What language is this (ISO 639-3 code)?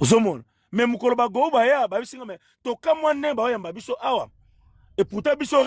lin